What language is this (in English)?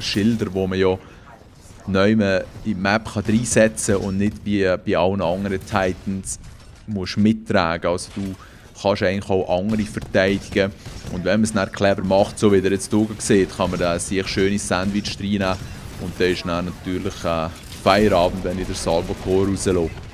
Swiss German